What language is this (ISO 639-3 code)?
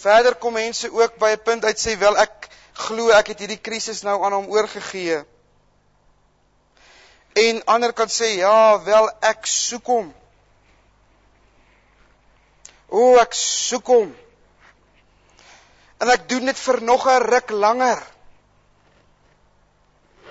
afr